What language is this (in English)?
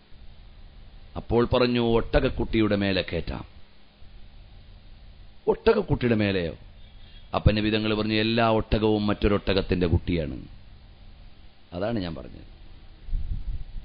Malayalam